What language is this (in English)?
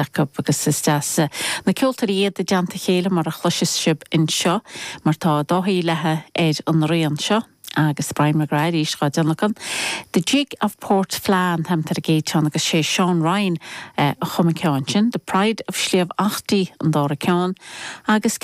Irish